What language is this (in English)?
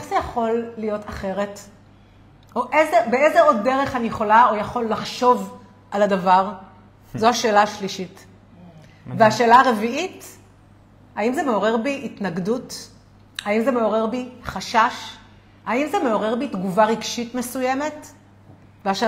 Hebrew